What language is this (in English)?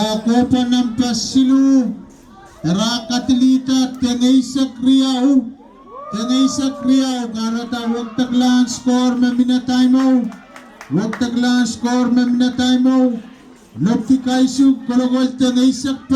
Pohnpeian